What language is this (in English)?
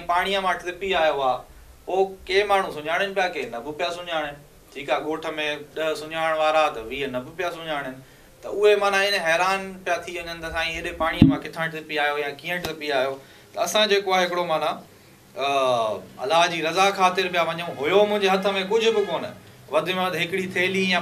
Sindhi